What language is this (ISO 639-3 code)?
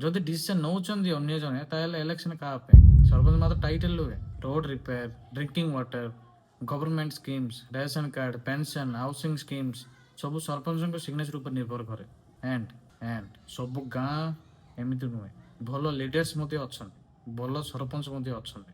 ori